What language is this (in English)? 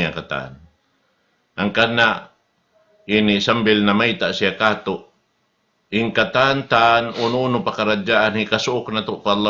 Tausug